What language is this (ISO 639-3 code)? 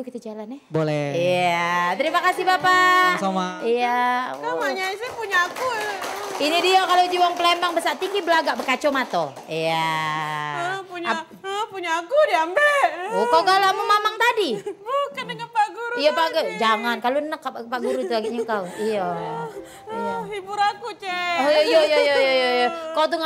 mui